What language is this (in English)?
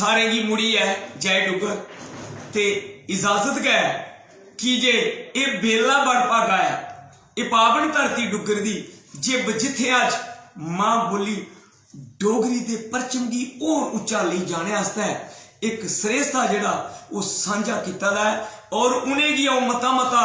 Dogri